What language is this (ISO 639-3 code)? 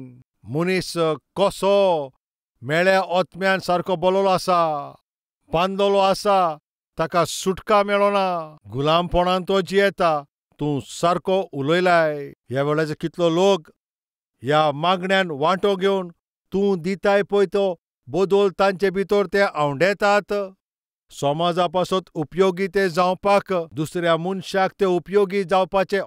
kok